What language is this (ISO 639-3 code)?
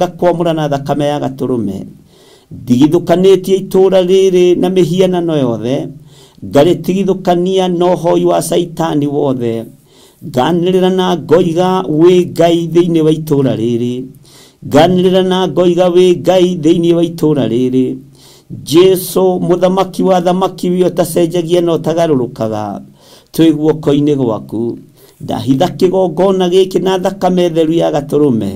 kik